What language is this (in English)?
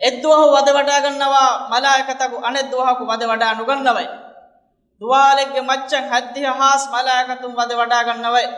Divehi